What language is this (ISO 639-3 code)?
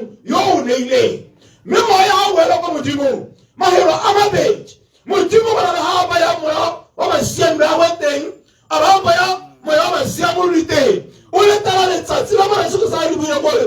tsn